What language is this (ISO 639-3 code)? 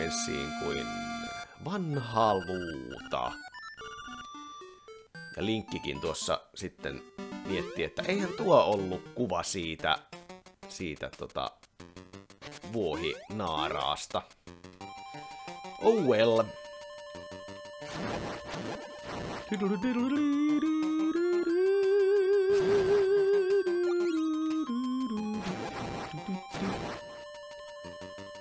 fin